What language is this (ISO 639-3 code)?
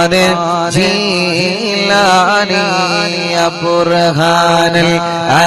mal